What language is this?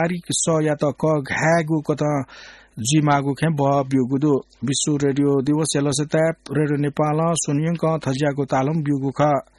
Newari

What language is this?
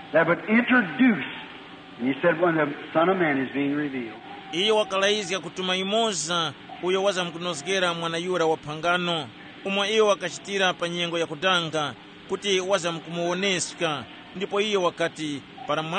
Tumbuka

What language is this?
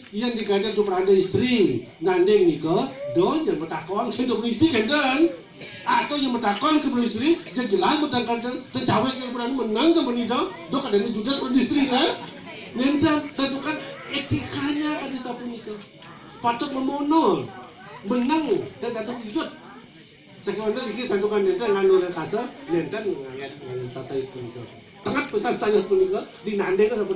Balinese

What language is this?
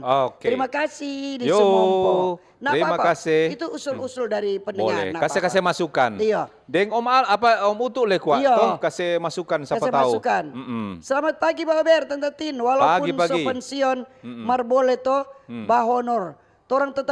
Manado Malay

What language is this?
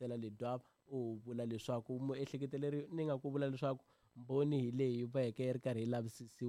Tsonga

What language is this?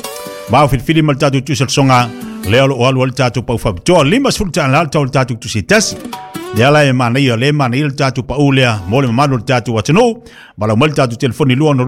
Samoan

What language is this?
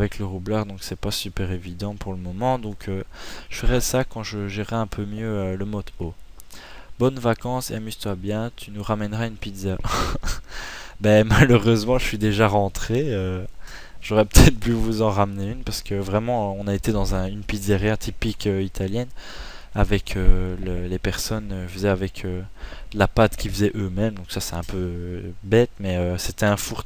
French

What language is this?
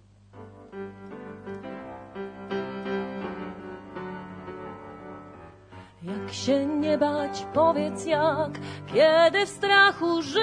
Polish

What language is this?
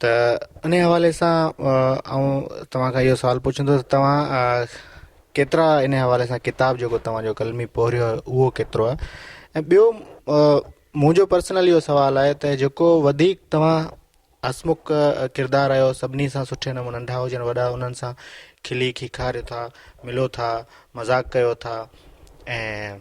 Sindhi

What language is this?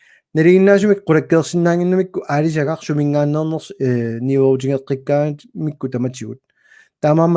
Kalaallisut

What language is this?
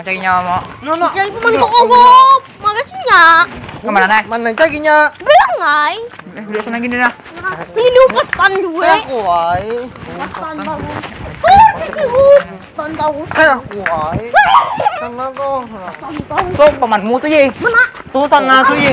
Banjar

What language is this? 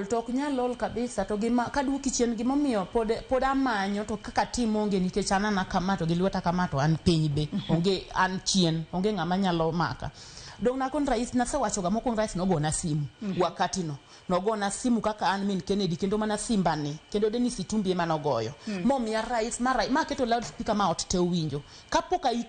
Luo (Kenya and Tanzania)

